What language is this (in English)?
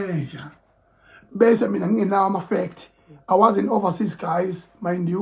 Zulu